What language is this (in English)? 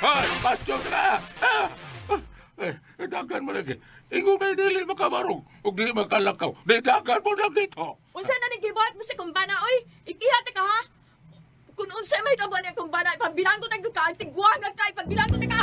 Cebuano